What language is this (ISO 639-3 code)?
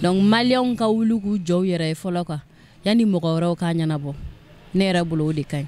bam